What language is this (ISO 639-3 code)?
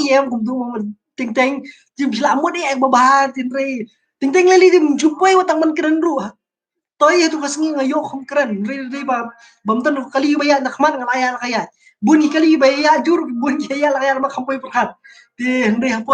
kha